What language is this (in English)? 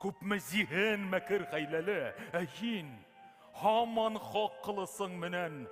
Bashkir